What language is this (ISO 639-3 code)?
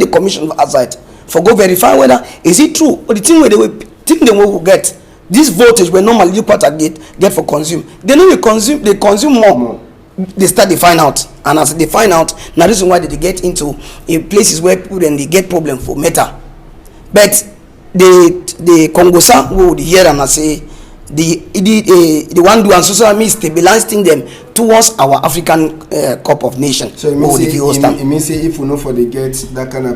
wes